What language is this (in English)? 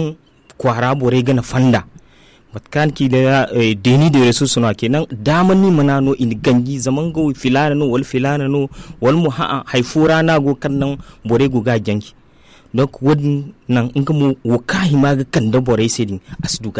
Zarma